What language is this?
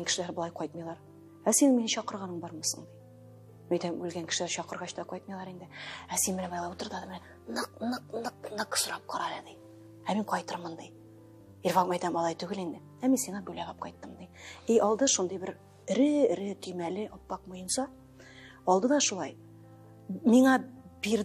Tatar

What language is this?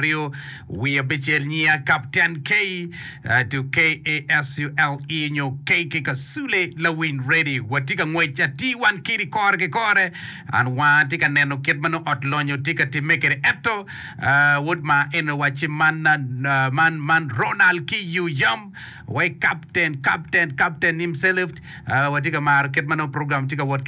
Acoli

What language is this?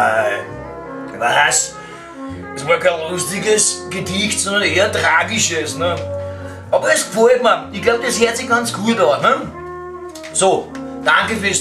Bavarian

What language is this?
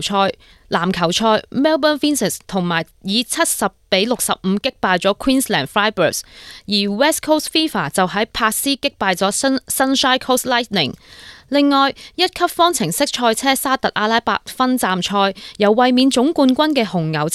Cantonese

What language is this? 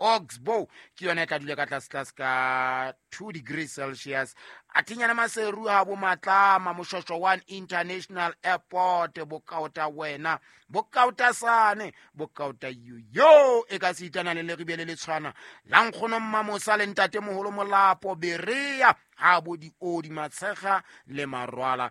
Southern Sotho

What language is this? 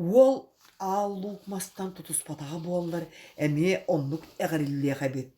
Yakut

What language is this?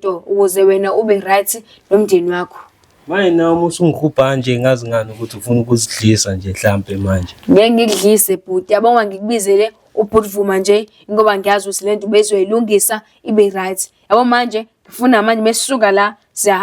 Zulu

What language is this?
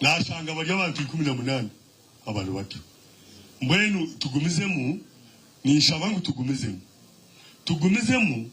Nyankole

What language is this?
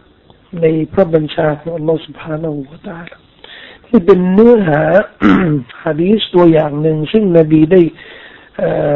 Thai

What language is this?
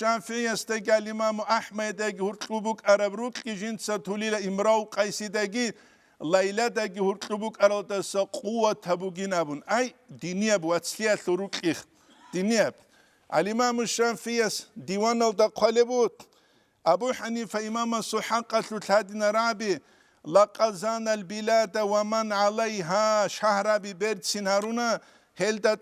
Avaric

